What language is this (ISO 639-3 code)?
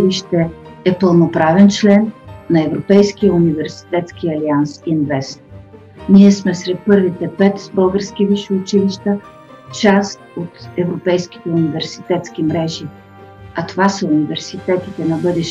bul